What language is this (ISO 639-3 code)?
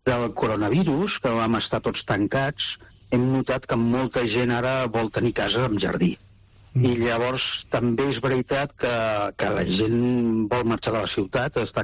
cat